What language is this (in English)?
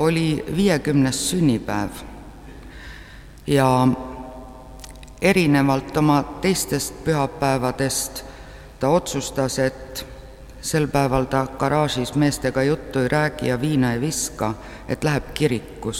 Estonian